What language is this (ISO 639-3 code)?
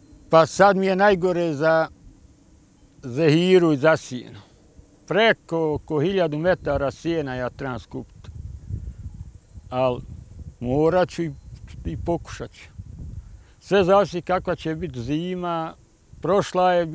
bos